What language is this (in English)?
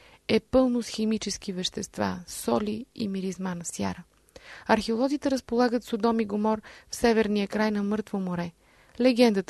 Bulgarian